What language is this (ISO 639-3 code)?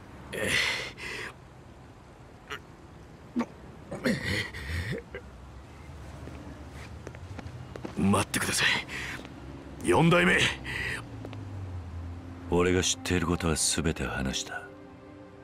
jpn